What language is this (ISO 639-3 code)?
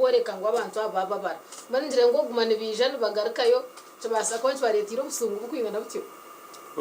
nyn